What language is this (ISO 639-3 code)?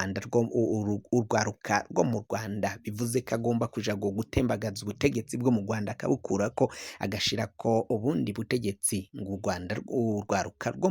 run